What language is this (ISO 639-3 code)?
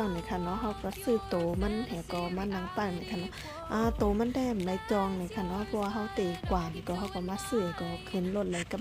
shn